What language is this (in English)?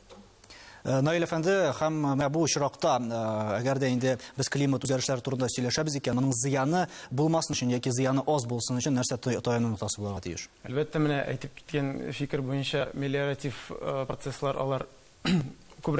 Tatar